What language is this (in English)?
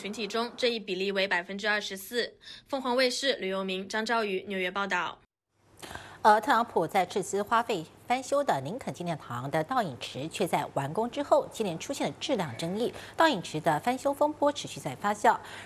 Chinese